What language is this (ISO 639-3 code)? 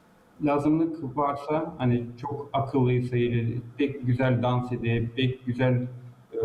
gag